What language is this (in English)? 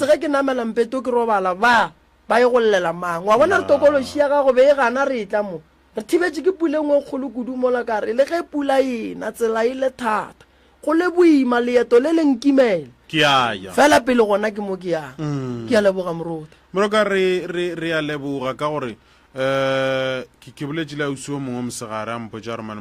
Northern Sotho